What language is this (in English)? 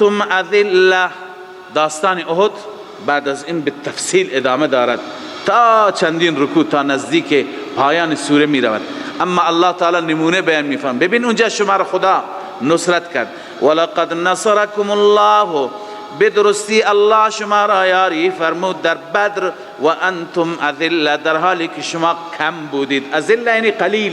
Persian